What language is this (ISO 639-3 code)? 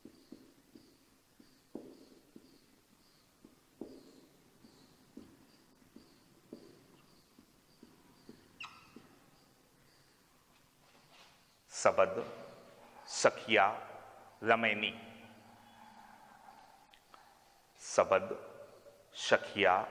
hin